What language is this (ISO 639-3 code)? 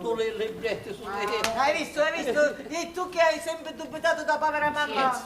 scn